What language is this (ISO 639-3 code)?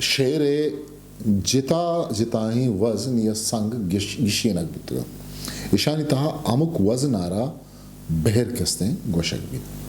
bgp